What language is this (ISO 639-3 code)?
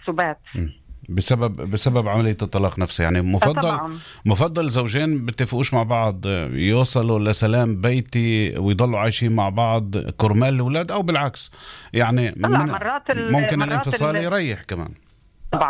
apc